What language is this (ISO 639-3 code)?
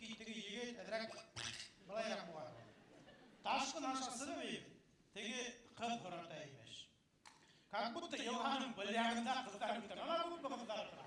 bak